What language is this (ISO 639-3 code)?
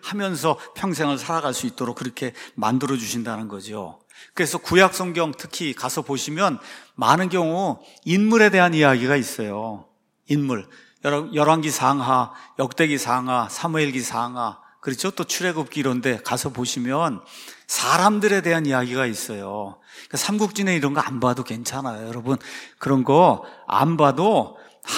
kor